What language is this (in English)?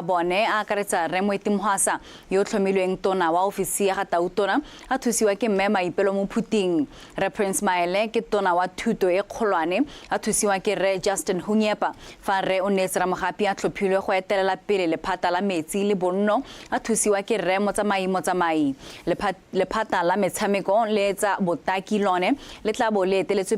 Tswana